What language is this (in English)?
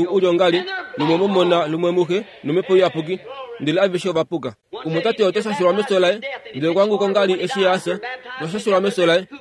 Kuanyama